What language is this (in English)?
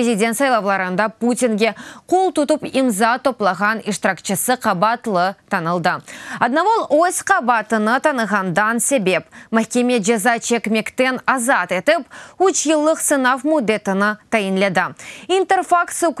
Crimean Tatar